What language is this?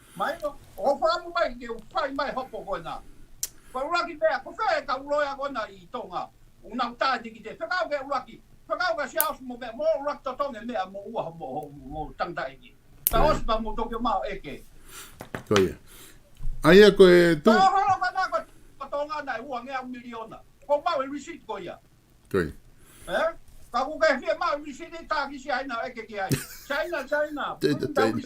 Tongan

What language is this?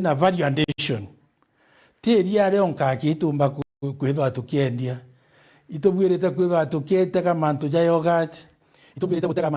Meru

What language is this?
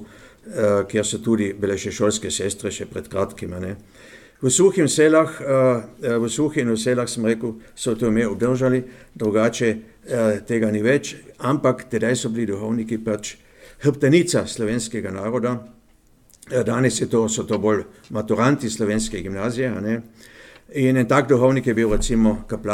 Slovenian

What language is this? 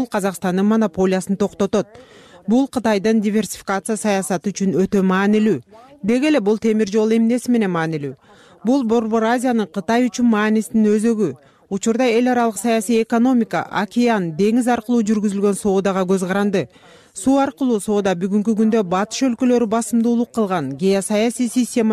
Kyrgyz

